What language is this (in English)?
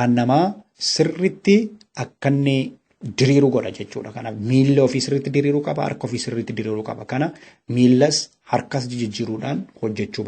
Oromo